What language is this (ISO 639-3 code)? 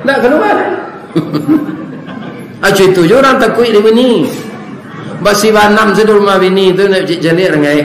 min